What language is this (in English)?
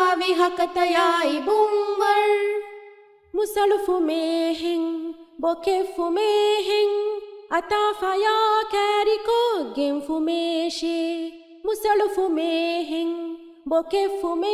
Divehi